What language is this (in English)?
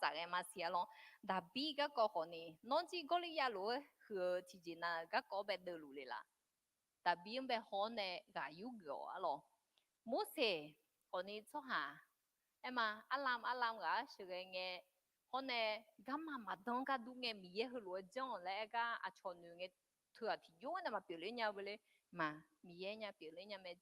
Akha